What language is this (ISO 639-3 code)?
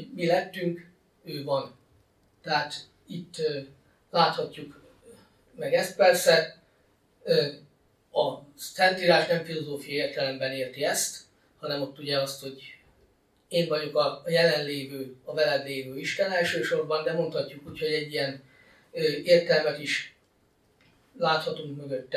hun